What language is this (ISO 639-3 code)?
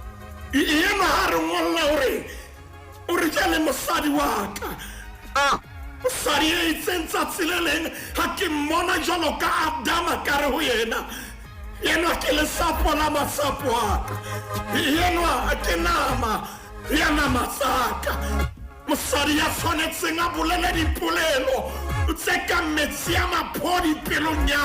sot